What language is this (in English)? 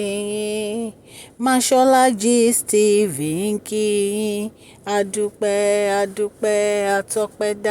Yoruba